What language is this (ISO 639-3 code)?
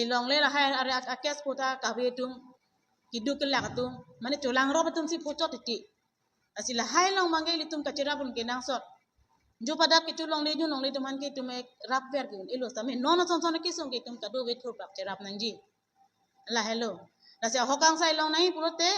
mjw